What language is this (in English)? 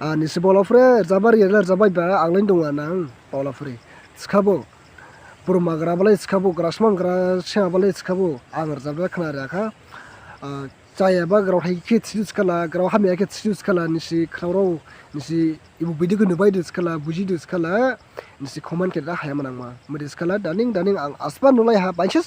Dimasa